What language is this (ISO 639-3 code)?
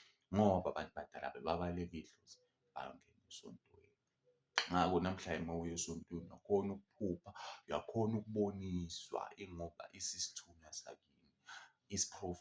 zul